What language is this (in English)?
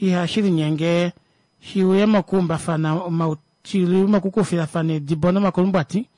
Kuanyama